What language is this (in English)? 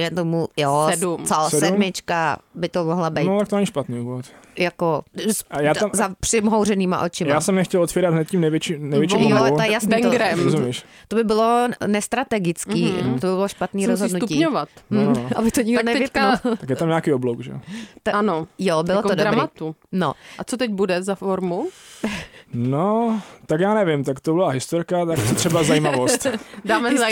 Czech